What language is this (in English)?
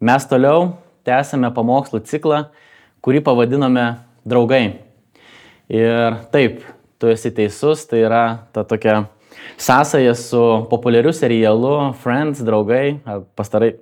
Lithuanian